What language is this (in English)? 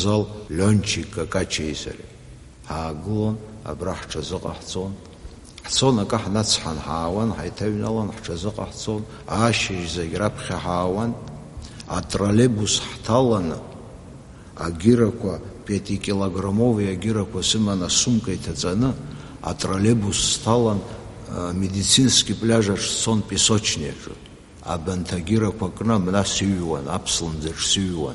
Abkhazian